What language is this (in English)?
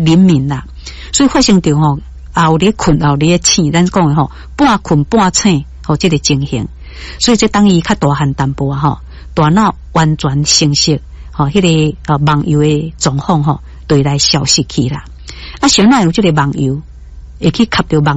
Min Nan Chinese